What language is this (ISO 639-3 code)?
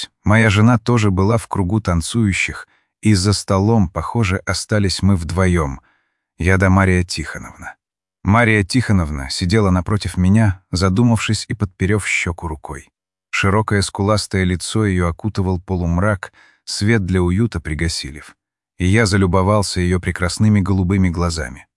rus